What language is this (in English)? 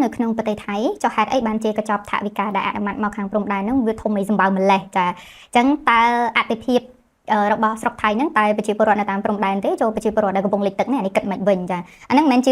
Khmer